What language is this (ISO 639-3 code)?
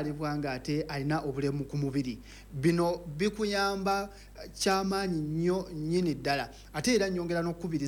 lug